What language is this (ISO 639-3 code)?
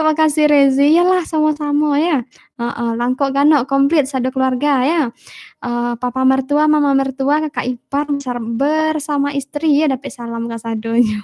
min